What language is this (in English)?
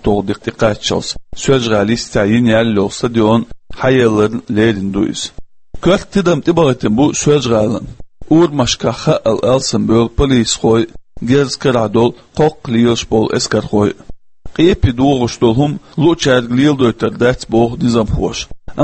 Chechen